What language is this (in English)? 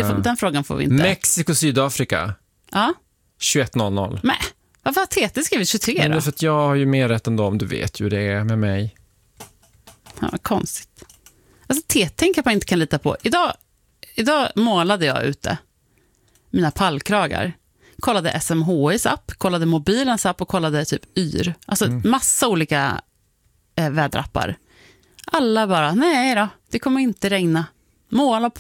Swedish